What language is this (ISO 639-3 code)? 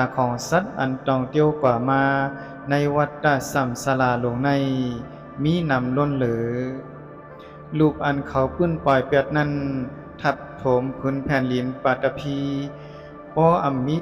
shn